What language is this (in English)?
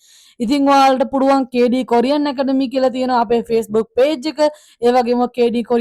Sinhala